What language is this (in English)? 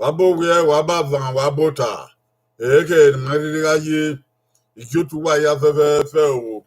Bini